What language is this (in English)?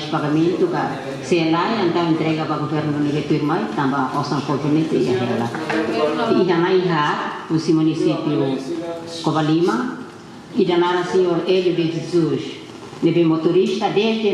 Tetum